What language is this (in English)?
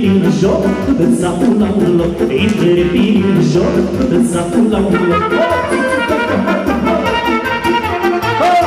Romanian